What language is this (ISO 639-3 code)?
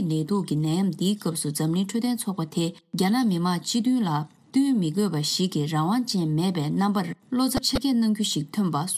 bod